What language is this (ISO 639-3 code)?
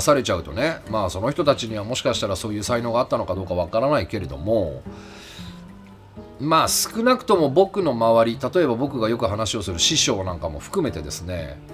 jpn